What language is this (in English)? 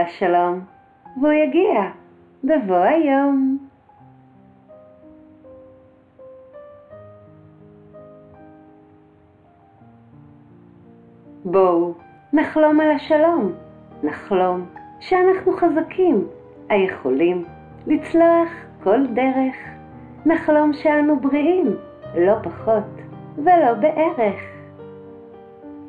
Hebrew